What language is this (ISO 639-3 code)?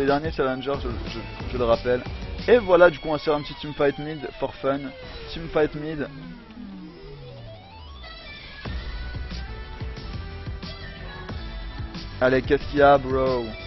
fra